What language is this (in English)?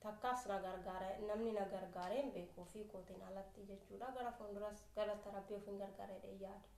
Oromo